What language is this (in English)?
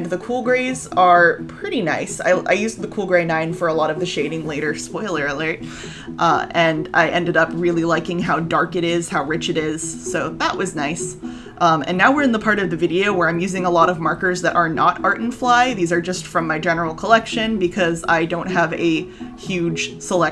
English